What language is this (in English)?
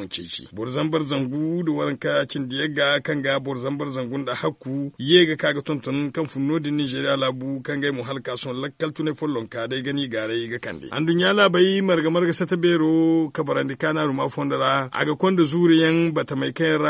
Zarma